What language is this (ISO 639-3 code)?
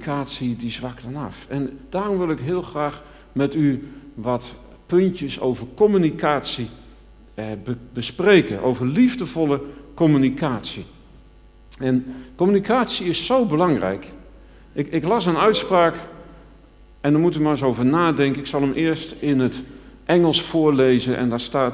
nld